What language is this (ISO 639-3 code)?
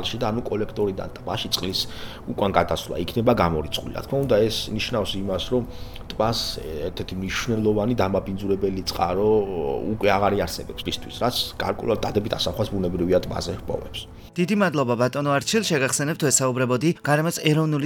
kat